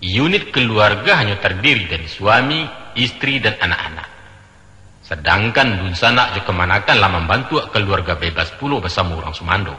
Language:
Minangkabau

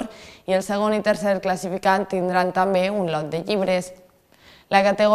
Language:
Catalan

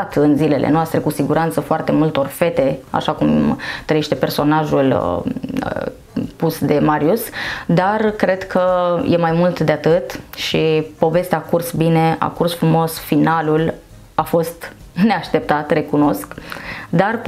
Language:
Romanian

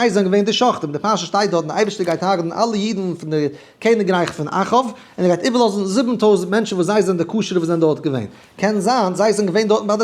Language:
Yiddish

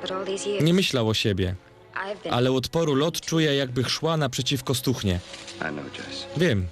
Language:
Silesian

